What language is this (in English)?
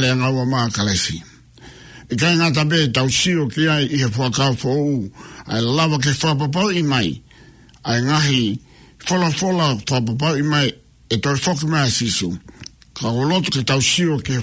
Tongan